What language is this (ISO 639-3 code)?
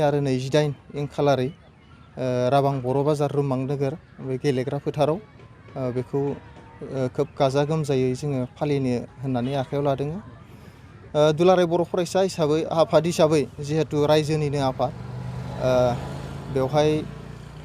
brx